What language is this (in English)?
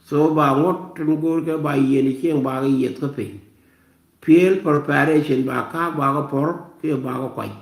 Nuer